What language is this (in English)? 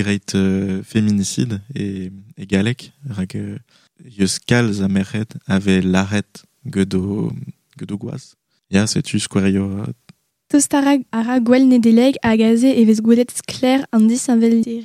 Breton